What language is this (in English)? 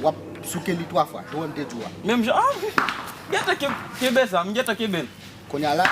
Haitian Creole